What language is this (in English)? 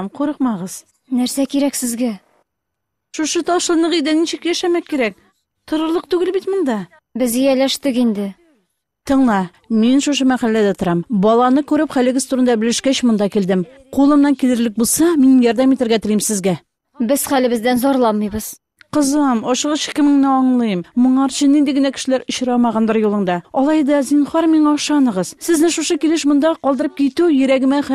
Tatar